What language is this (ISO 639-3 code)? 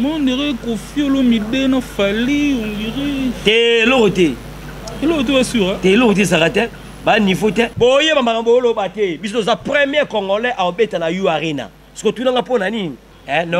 lin